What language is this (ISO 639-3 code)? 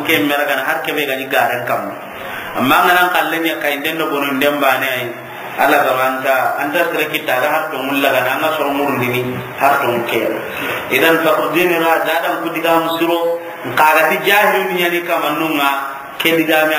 snk